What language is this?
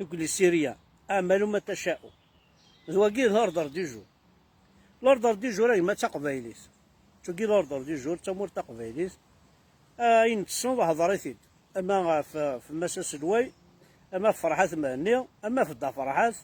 Kabyle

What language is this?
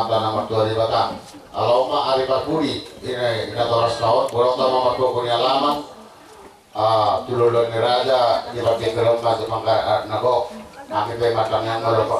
Batak Toba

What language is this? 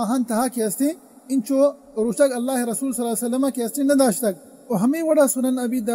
Eastern Balochi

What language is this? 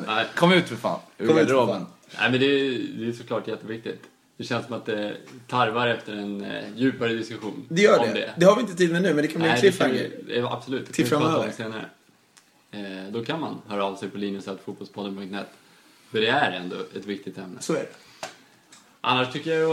Swedish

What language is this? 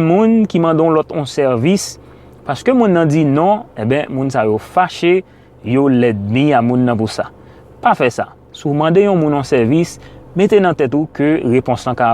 Haitian Creole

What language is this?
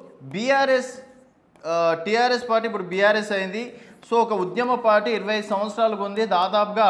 Telugu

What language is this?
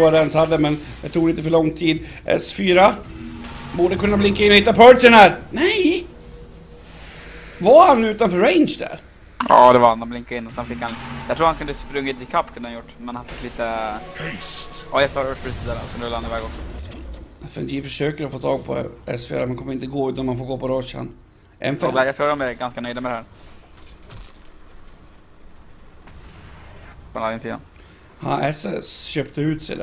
Swedish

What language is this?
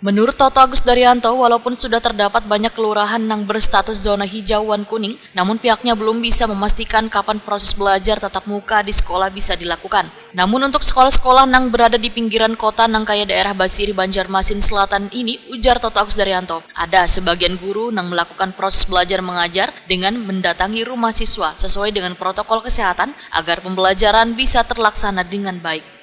Banjar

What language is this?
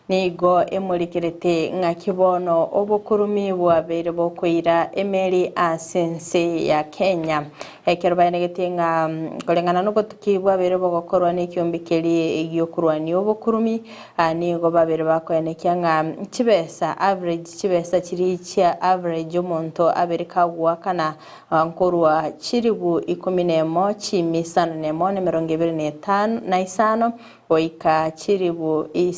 Gusii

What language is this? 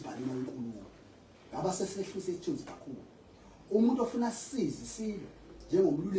Zulu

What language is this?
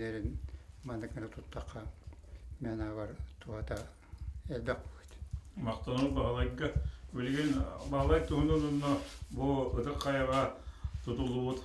Yakut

